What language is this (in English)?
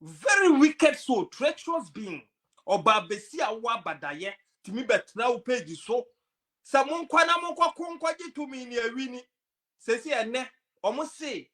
Akan